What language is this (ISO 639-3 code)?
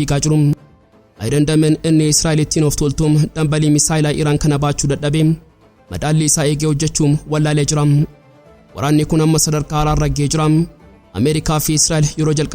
orm